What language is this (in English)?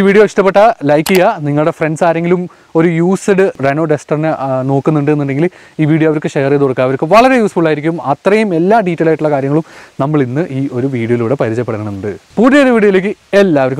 Malayalam